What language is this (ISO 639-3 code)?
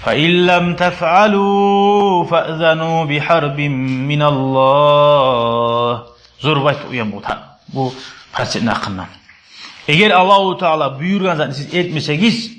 kum